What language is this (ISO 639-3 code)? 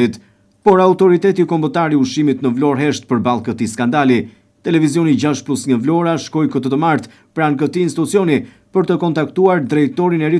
sqi